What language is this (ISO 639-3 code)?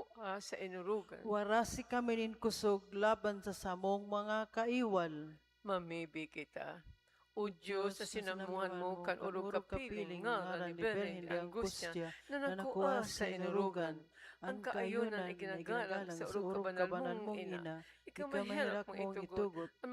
bik